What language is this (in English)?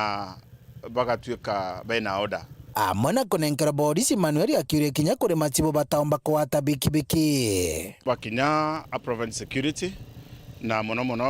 Meru